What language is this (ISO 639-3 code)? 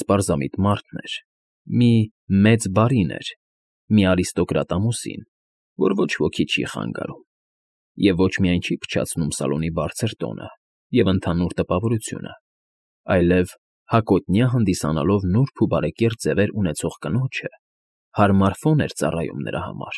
hye